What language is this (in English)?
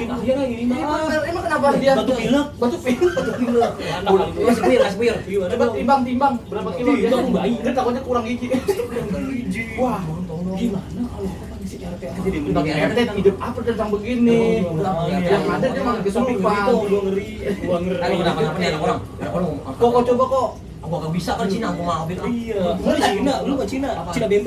Betawi